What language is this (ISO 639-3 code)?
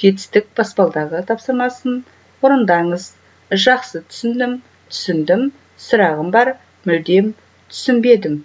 kaz